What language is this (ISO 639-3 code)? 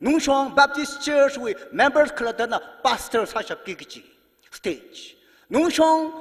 nmf